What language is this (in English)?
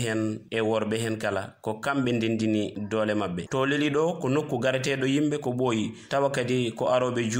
Fula